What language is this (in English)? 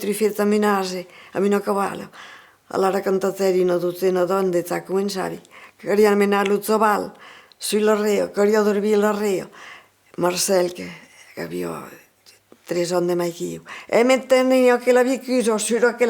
Occitan